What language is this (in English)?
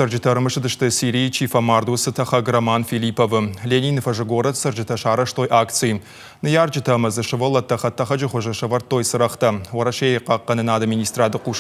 Ossetic